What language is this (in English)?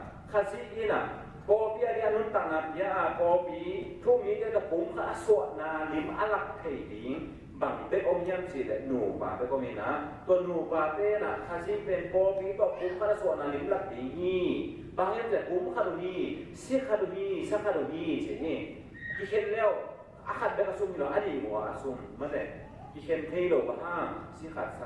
Tedim Chin